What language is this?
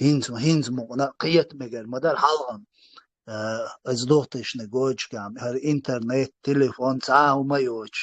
Chechen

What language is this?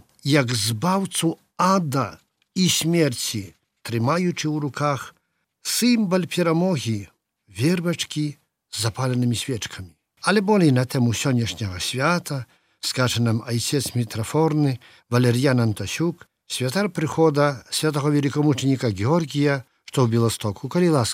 Belarusian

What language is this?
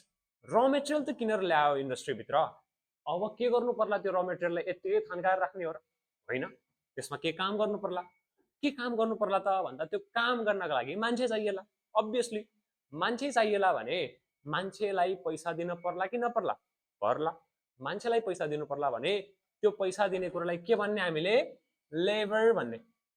Nepali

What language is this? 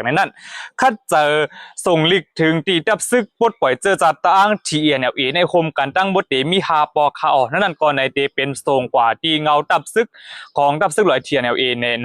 Shan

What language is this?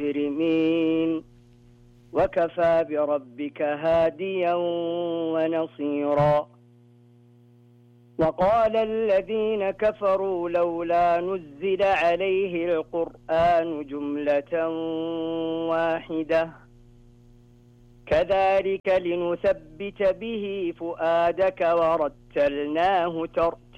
Arabic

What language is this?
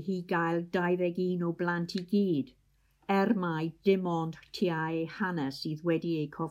Welsh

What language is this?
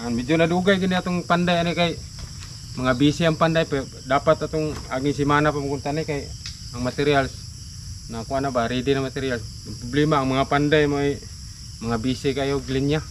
Cebuano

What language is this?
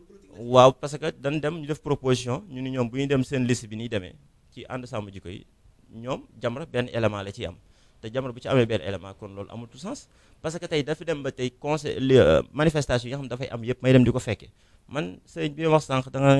Wolof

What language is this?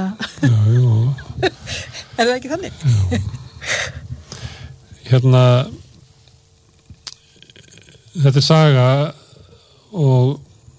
Icelandic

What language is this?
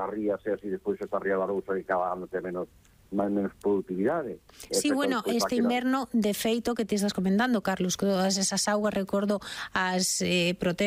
Galician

